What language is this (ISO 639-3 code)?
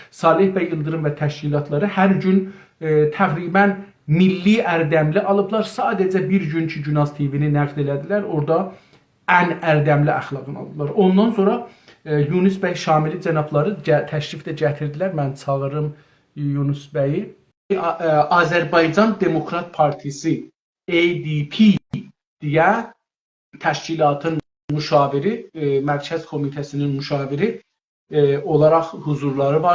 azb